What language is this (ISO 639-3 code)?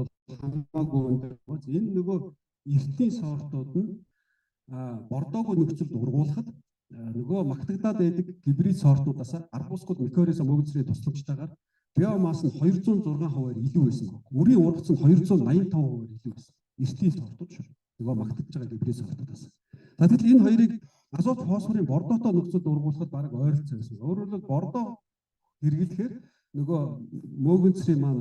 mon